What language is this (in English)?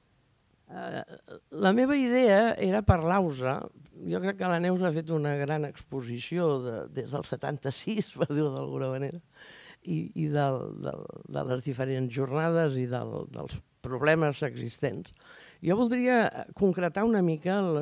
Catalan